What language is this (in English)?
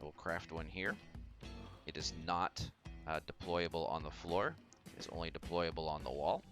Welsh